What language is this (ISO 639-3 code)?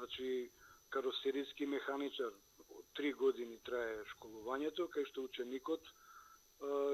mkd